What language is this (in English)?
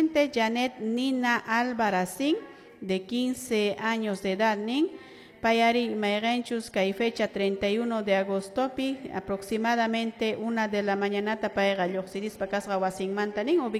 Quechua